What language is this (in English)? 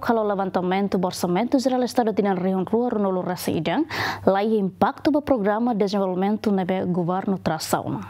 Tetum